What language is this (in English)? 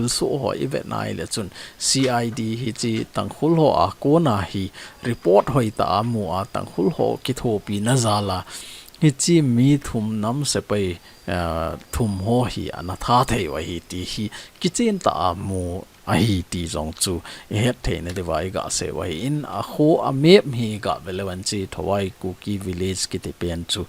Thado Chin